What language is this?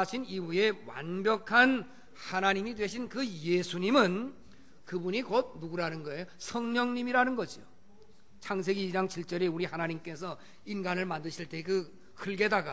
Korean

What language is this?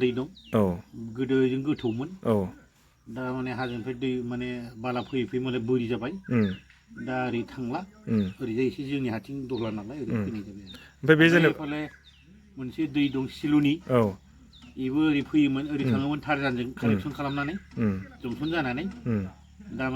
Bodo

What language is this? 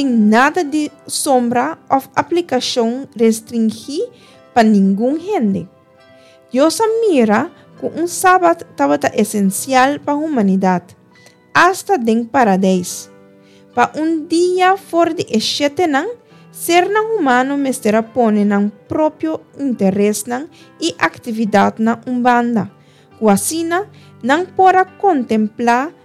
Papiamento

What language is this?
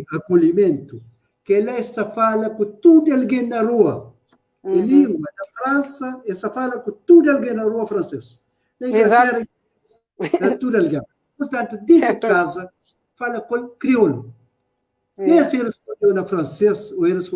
Kabuverdianu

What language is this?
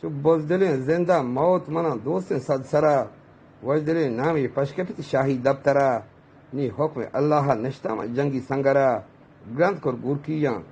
Eastern Balochi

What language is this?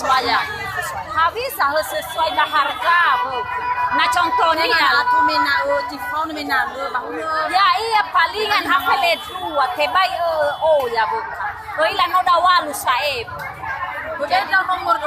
Nias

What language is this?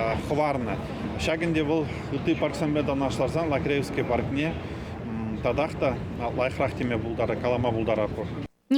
Chuvash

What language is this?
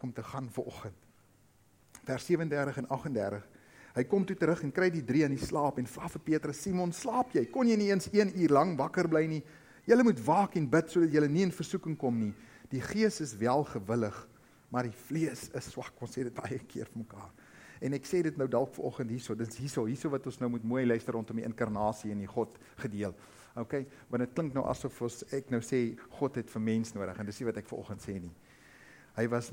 Afrikaans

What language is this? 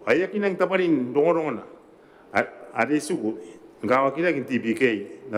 Gilbertese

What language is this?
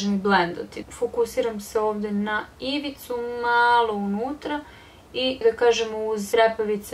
Serbian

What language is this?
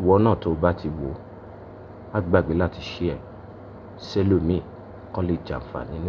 Yoruba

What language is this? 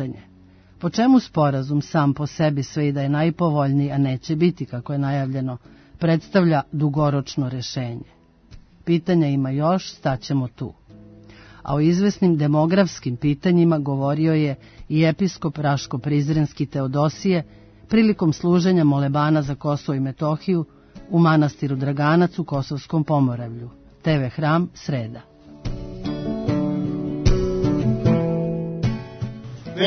Serbian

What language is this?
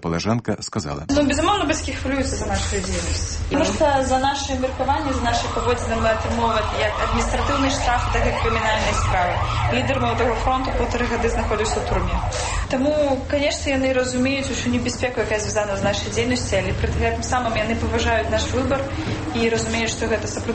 Belarusian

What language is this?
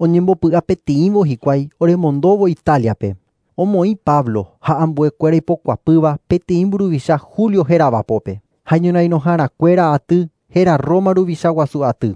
Guarani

